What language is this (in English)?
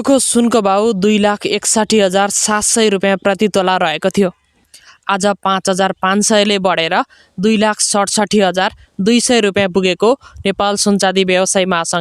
Nepali